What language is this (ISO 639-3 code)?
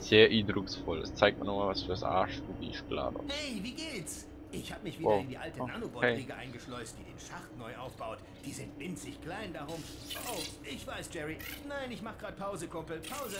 gsw